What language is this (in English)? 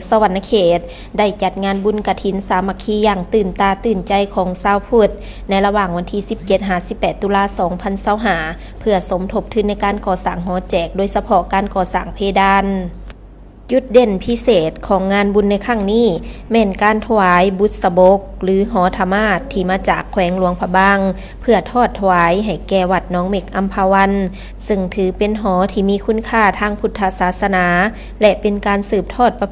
Lao